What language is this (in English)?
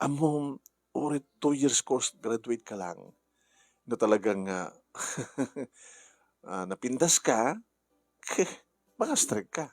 Iloko